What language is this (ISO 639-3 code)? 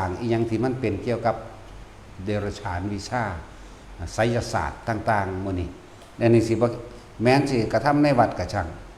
tts